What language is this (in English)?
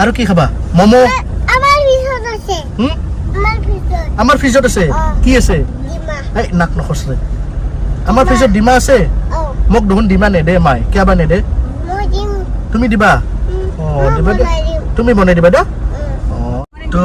Assamese